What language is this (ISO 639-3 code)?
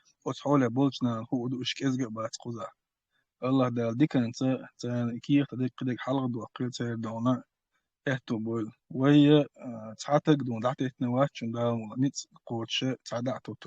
che